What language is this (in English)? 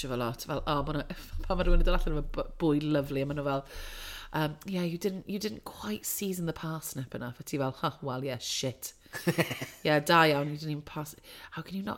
Welsh